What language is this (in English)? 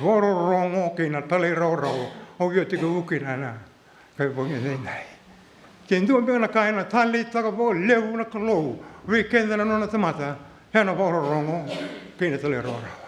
Fijian